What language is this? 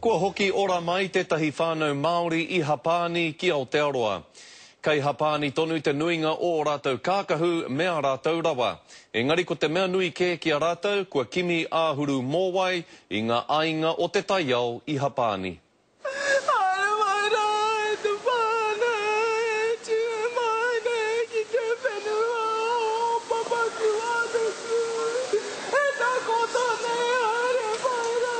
Māori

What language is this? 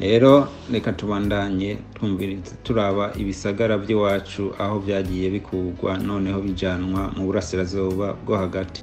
Rundi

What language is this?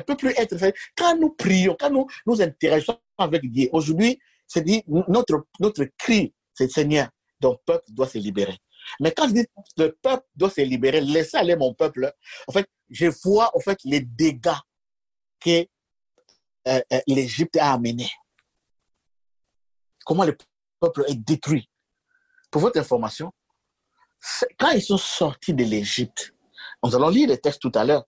French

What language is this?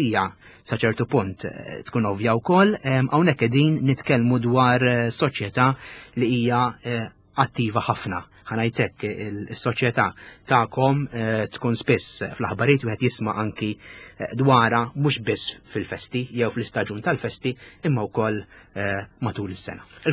Maltese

